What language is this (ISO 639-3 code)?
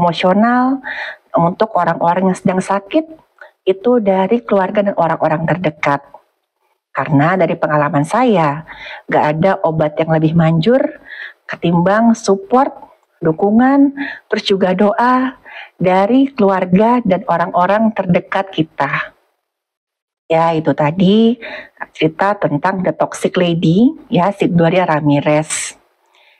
ind